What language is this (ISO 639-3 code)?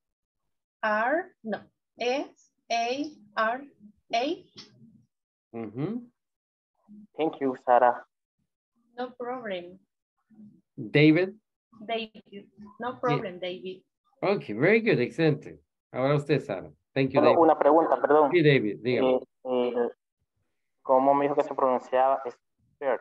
spa